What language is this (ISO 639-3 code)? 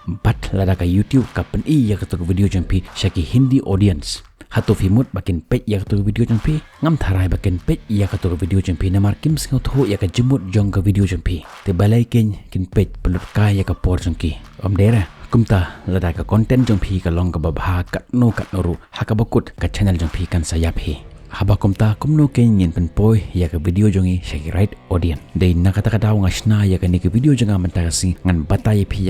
kha